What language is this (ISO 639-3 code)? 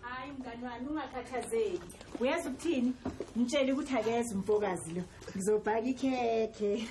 zul